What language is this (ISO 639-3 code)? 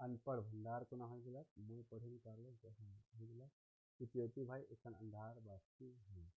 sck